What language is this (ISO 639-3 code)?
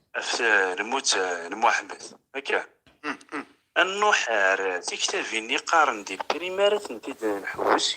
kab